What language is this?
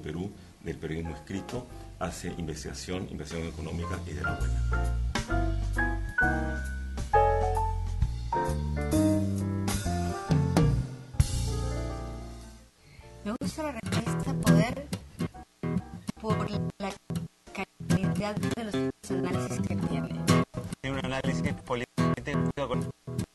Spanish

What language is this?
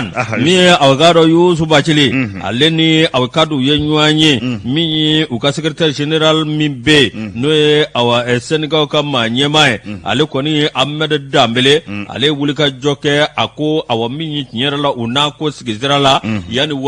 Bambara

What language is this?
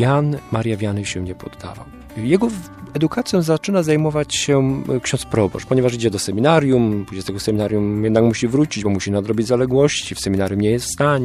Polish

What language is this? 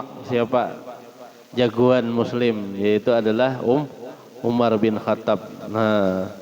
Banjar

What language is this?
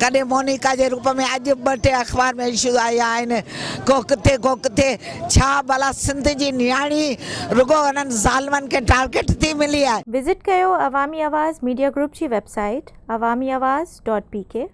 Sindhi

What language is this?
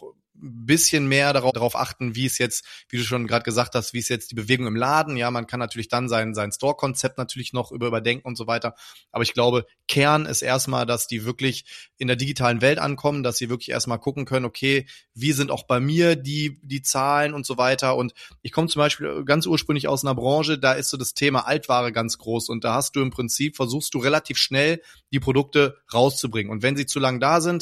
German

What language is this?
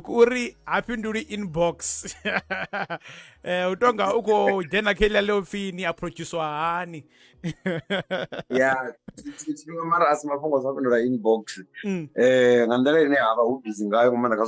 Venda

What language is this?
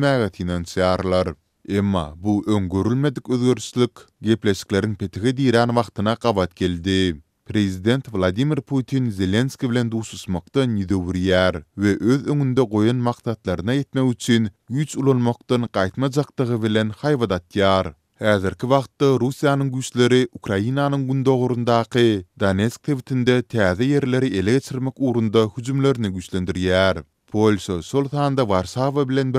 Turkmen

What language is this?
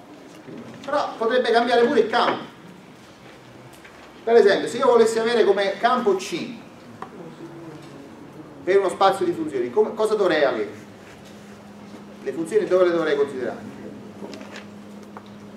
Italian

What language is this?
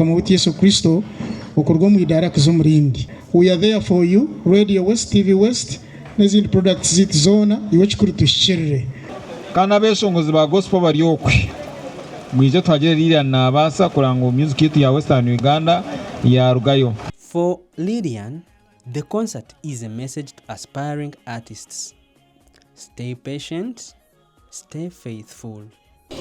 Nyankole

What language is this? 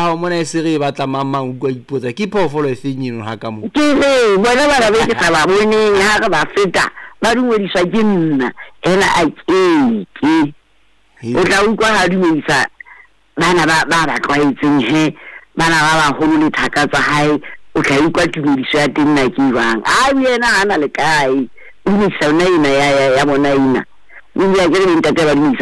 Southern Sotho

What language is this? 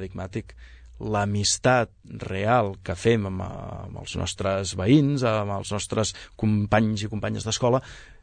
Catalan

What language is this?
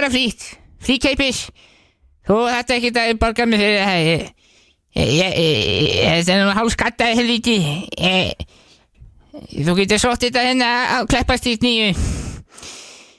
Icelandic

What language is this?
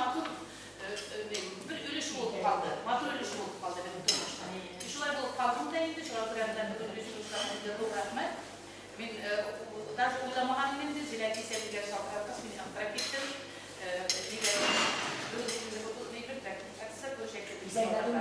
Bashkir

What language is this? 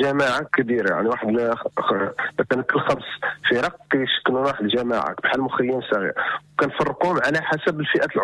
Moroccan Arabic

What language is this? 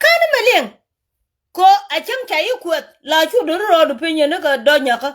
Nuer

